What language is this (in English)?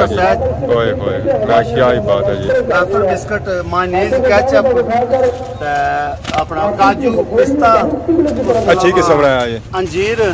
Pahari-Potwari